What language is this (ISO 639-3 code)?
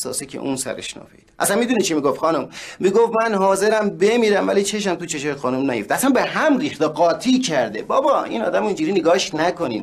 fas